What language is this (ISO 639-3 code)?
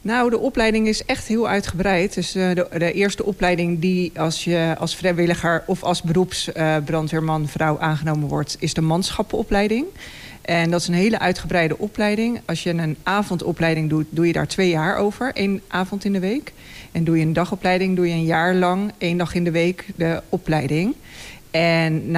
nld